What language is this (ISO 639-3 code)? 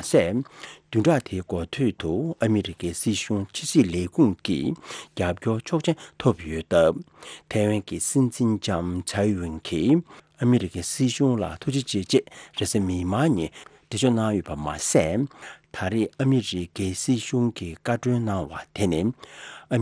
bod